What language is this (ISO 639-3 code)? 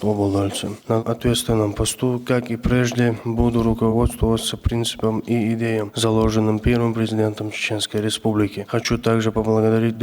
che